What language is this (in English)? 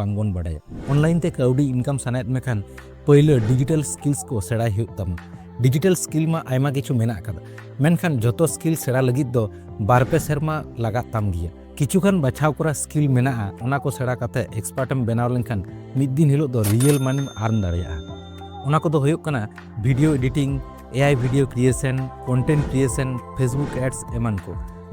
Santali